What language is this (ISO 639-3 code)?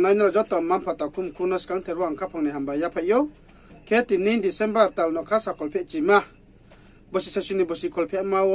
ria